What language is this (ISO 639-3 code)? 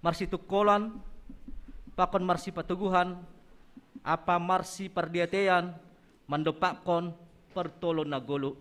bts